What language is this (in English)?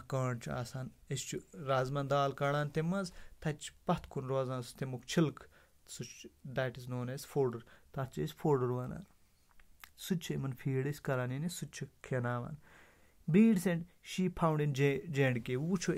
Kashmiri